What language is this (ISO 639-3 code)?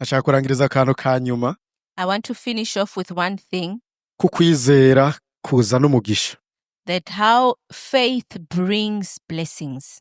run